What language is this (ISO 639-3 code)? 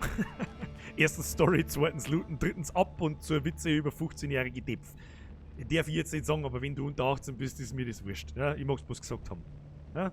bar